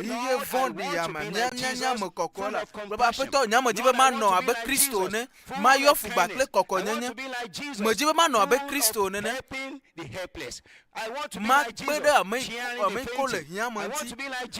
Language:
Ewe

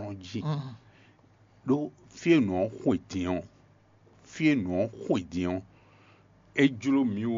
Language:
Fon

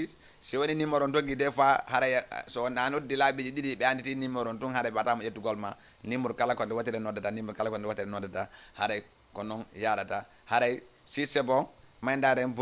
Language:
Fula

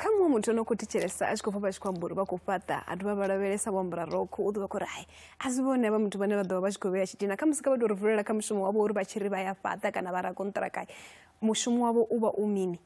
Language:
Venda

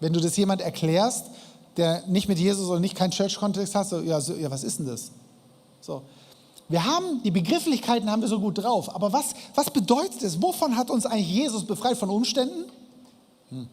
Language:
Swiss German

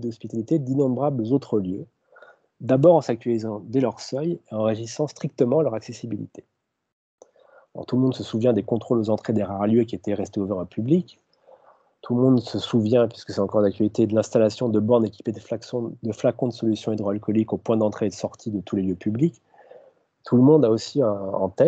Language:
French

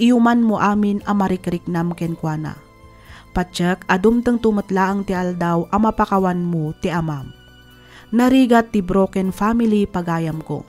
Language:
Iloko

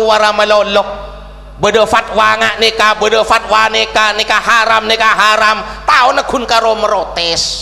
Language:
Madurese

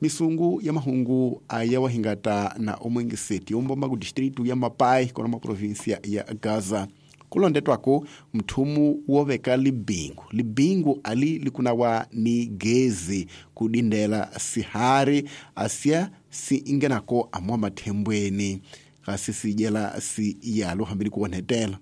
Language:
Tsonga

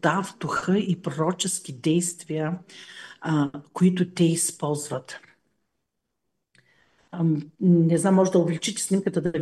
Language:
Bulgarian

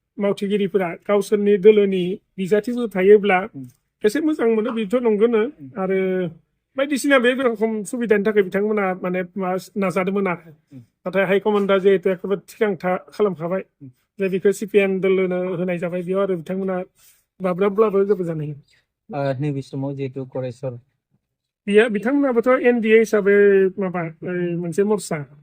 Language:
Bodo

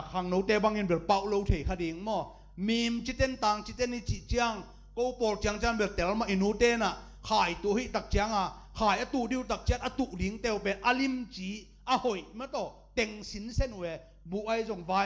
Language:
Tedim Chin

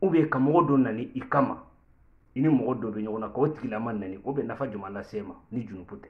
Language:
Bambara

